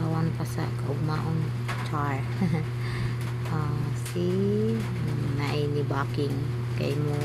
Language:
Cebuano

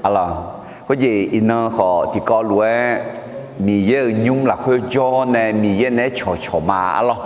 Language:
Akha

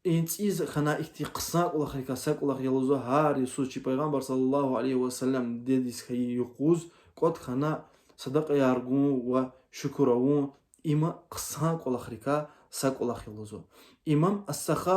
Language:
Lezghian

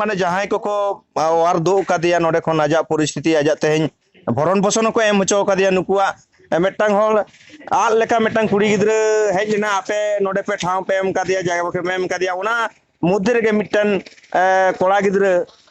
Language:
Santali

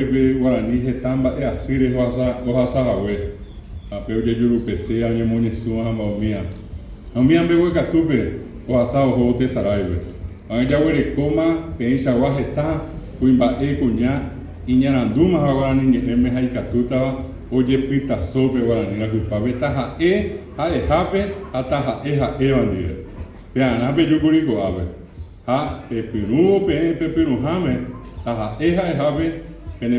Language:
Guarani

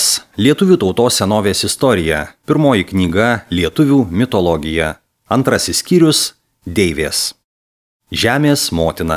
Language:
Lithuanian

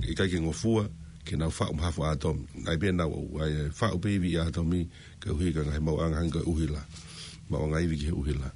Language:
Tongan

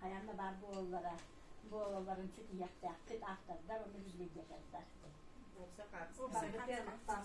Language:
Yakut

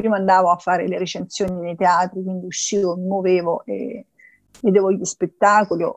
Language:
Italian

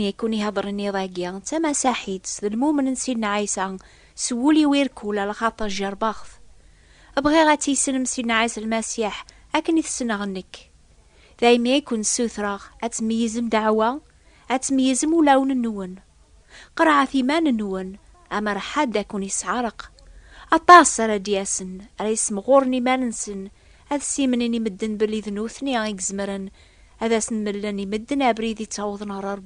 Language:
Kabyle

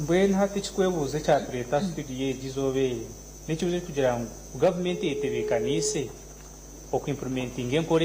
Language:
Nyankole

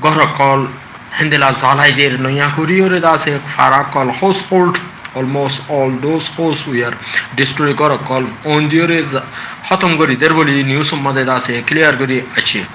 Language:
Rohingya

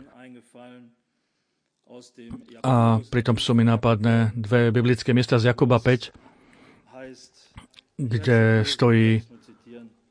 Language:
Slovak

